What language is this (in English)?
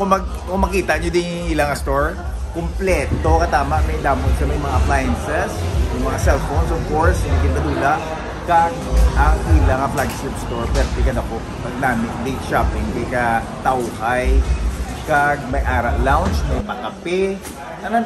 Hiligaynon